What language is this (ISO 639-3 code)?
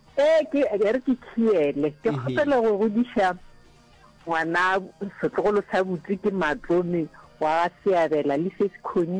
nso